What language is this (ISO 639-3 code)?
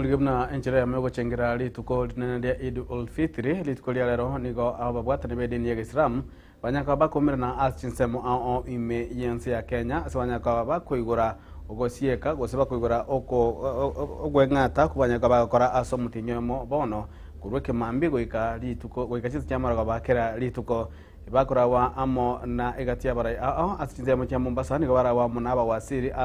guz